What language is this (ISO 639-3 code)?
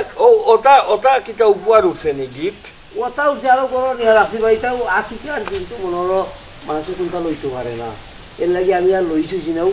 syl